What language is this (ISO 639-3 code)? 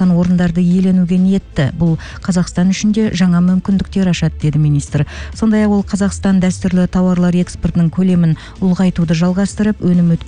kaz